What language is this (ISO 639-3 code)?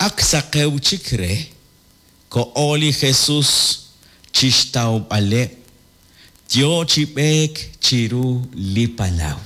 kek